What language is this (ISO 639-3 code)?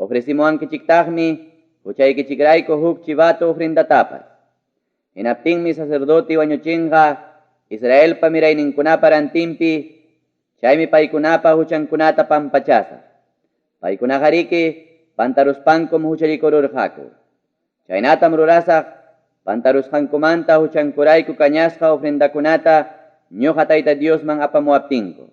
quy